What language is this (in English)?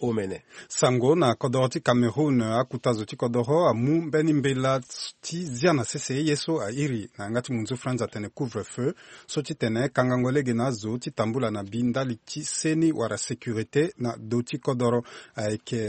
Sango